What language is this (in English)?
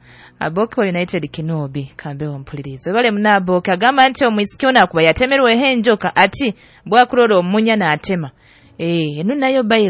Nyoro